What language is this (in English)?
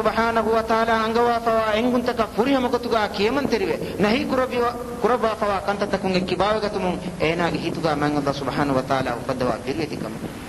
Divehi